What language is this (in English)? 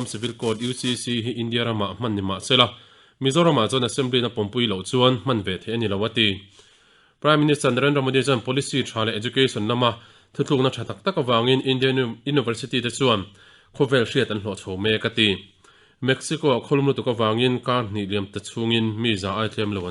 Mizo